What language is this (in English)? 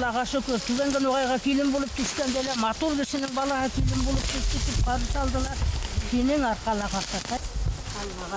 Bashkir